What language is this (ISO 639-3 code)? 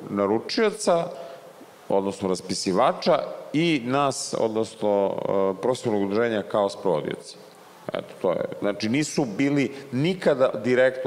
srp